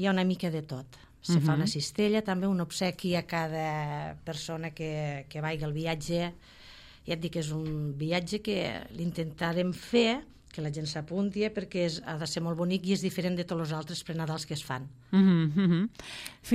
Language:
Catalan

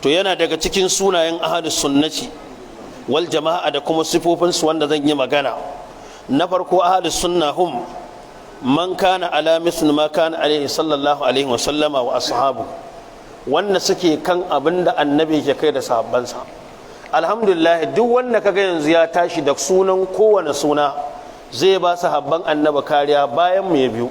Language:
Hausa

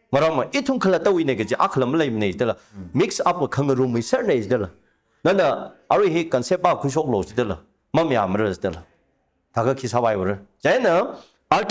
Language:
Tangkhul Naga (India)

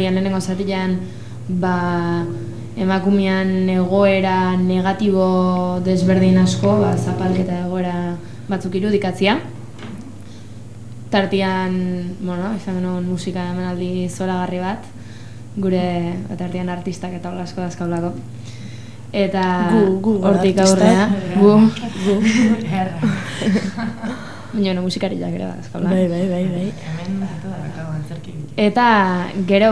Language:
Basque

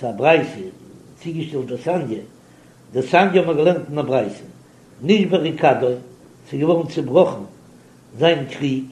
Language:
Yiddish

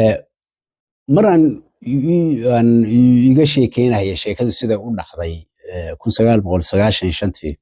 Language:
Somali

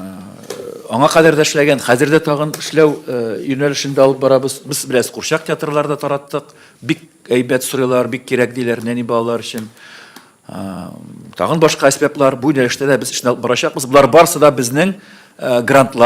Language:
Tatar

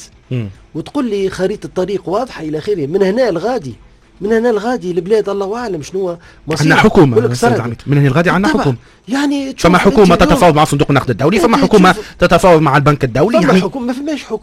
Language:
Tunisian Arabic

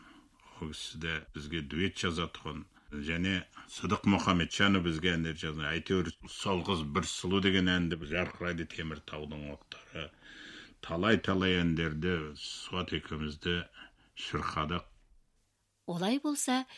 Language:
Kazakh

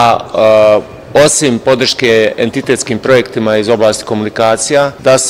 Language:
Bosnian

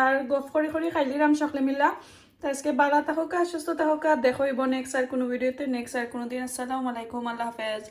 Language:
Sylheti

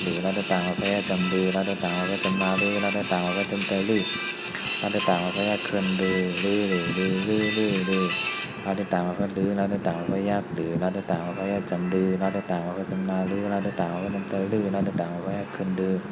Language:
Shan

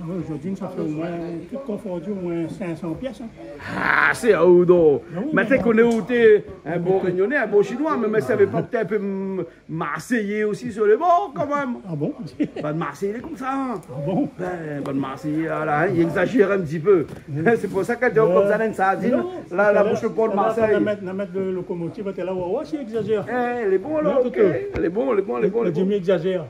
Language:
Réunion Creole French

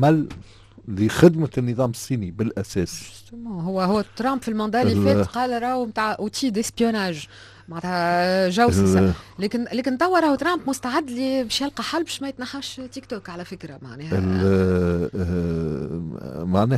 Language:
Tunisian Arabic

